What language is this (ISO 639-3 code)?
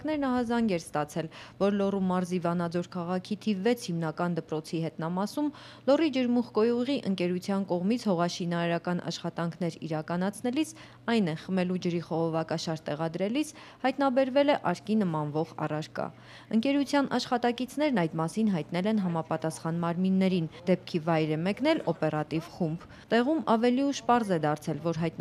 hye